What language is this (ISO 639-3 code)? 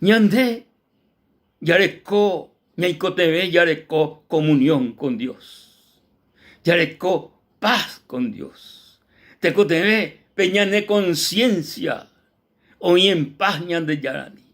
grn